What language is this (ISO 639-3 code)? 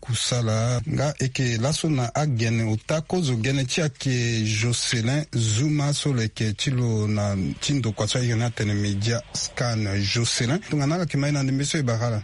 sag